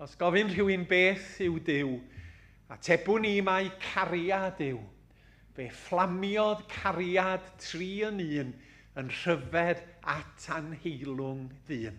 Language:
Welsh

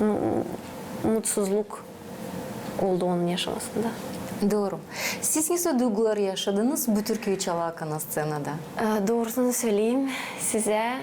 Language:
Gagauz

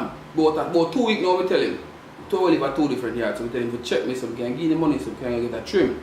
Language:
Jamaican Creole English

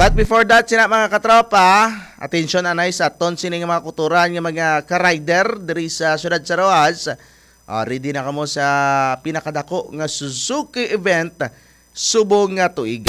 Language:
Hiligaynon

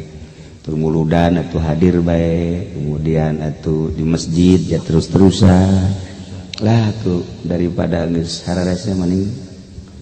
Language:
Sundanese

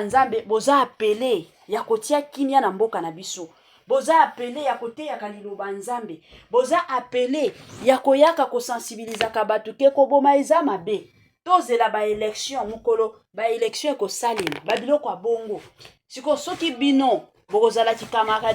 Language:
Lingala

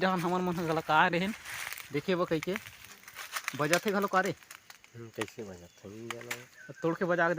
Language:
Chhattisgarhi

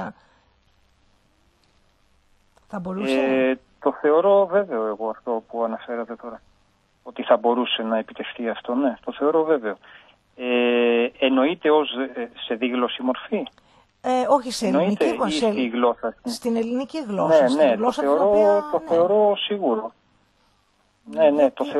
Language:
Greek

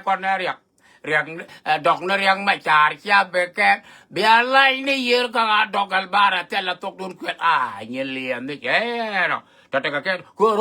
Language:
Nuer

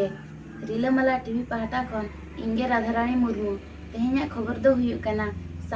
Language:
Santali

